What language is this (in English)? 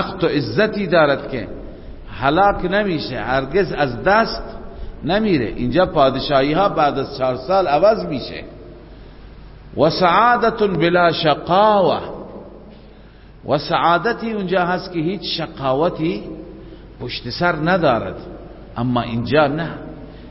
Persian